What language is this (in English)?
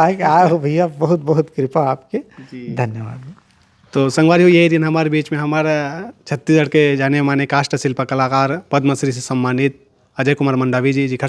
Chhattisgarhi